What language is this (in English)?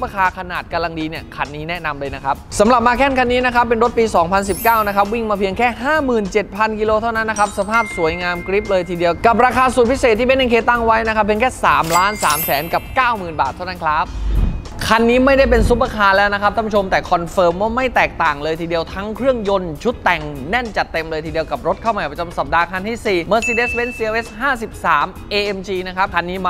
Thai